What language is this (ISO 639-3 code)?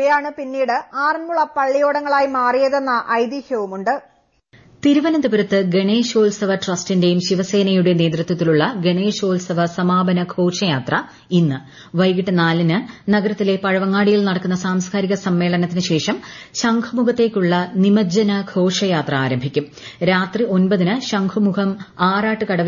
mal